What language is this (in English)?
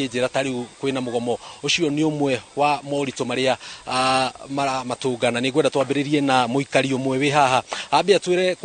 Kikuyu